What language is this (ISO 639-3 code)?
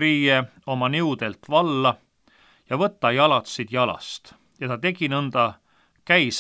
est